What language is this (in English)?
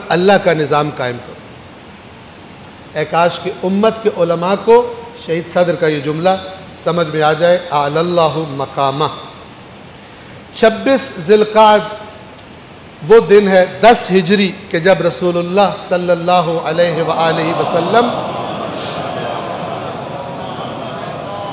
Urdu